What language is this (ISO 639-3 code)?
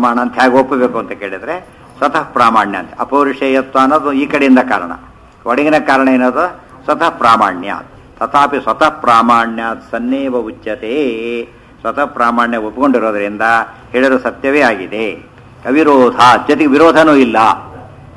kan